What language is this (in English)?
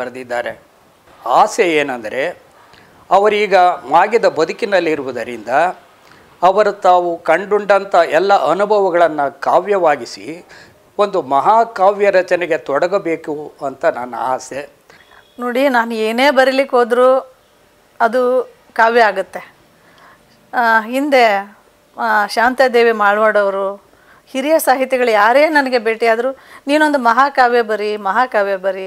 Kannada